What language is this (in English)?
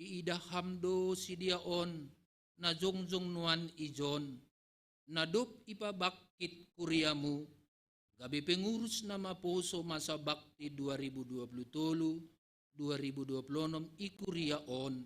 Batak Simalungun